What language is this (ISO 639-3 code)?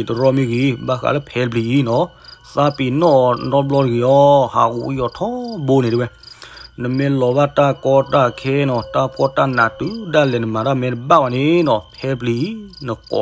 ksw